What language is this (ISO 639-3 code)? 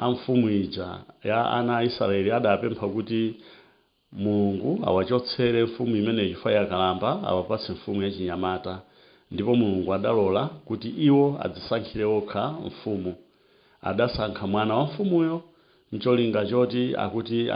nya